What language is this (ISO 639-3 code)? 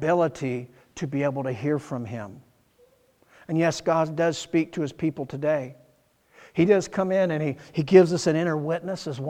eng